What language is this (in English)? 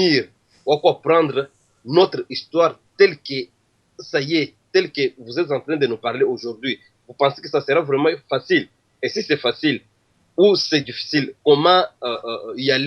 Luba-Lulua